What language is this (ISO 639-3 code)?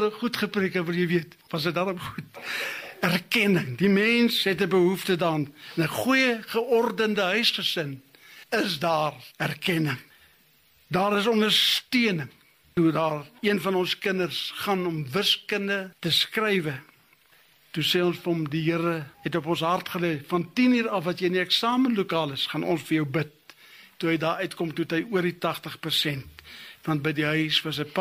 afr